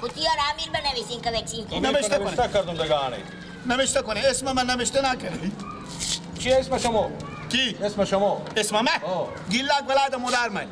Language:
Persian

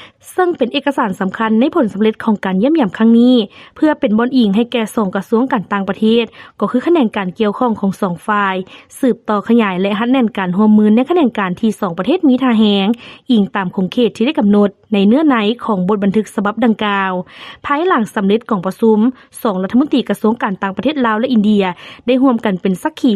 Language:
Lao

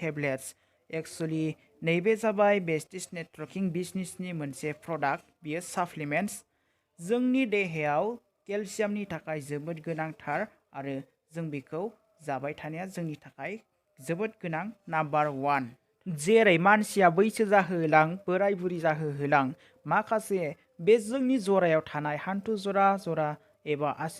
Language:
Bodo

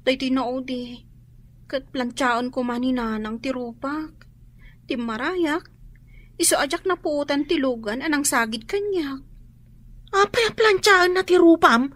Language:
Iloko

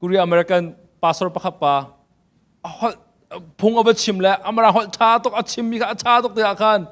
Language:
Hakha Chin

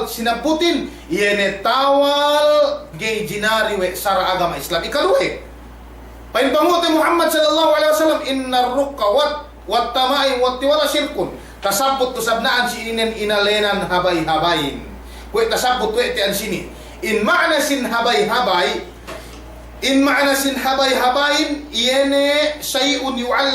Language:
Yakan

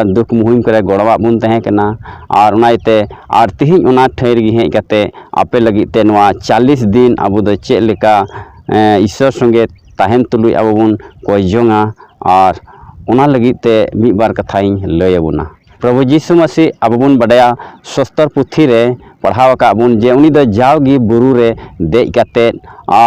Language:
Santali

